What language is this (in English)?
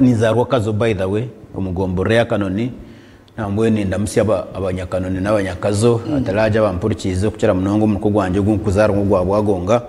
Nyankole